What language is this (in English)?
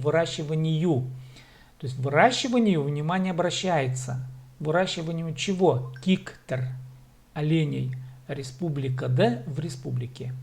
Khakas